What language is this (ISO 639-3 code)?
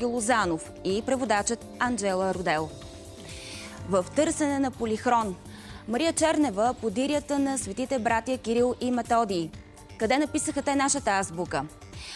bul